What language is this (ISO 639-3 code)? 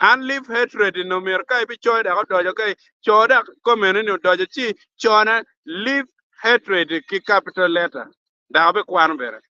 ach